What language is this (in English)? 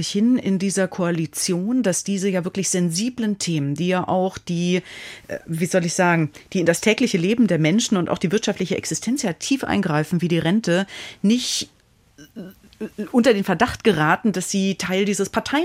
German